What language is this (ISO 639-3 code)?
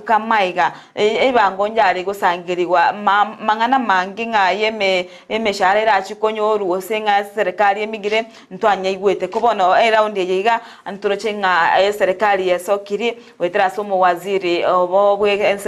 guz